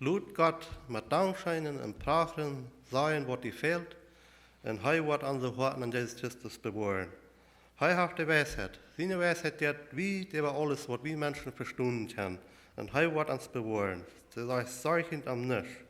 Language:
Plautdietsch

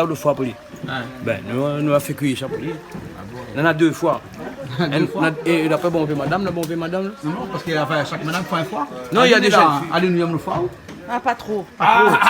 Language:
Réunion Creole French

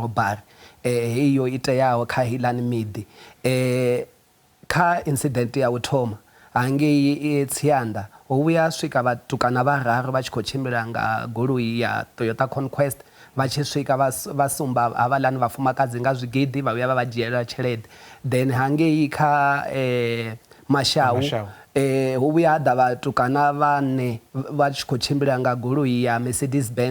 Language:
Venda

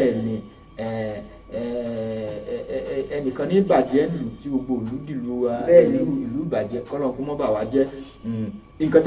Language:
Yoruba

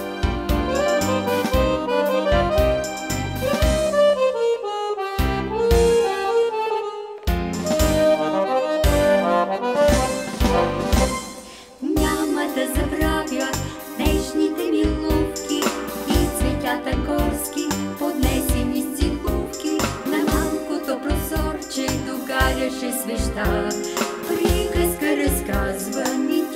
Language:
Bulgarian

